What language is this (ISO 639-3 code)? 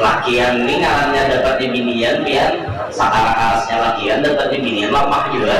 bjn